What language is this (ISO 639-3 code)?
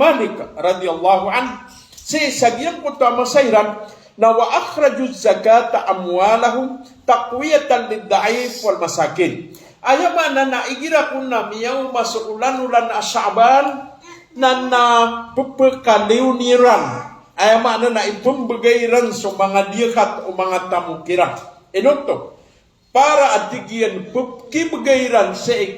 mrw